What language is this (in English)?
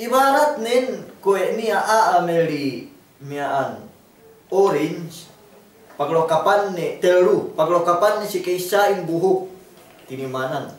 Yakan